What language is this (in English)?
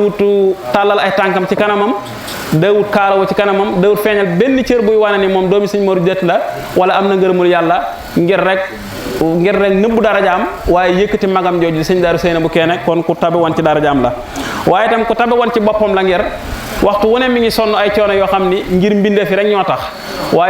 Wolof